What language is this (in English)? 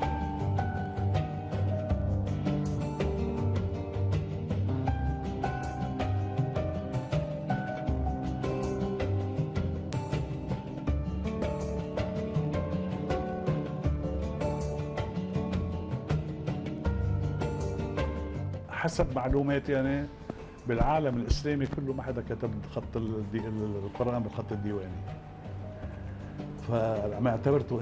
North Levantine Arabic